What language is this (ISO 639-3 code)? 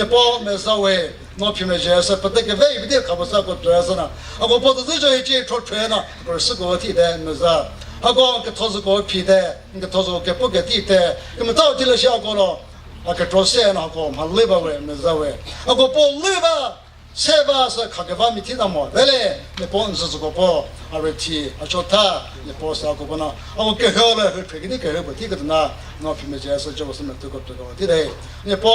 nri